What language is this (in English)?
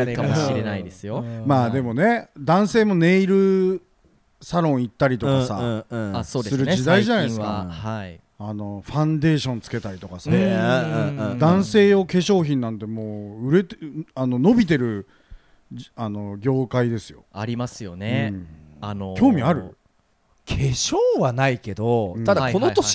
Japanese